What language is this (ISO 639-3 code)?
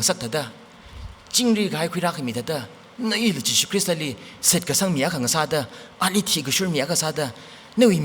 nmf